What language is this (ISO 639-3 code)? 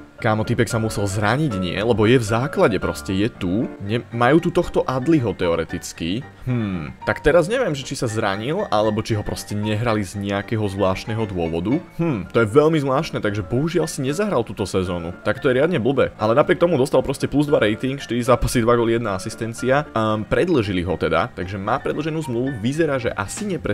slk